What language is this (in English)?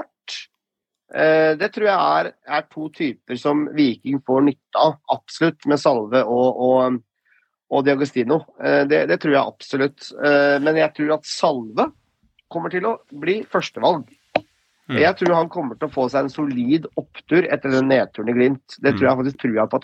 Norwegian